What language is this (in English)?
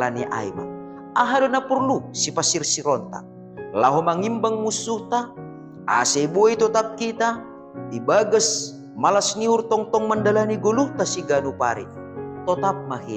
Batak Simalungun